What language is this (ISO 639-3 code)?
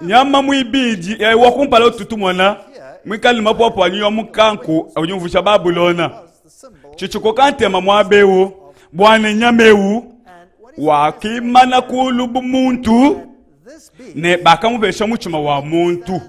lua